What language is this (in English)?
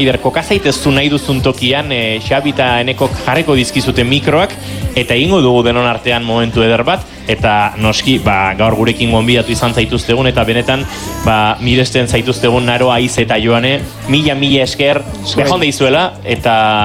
Basque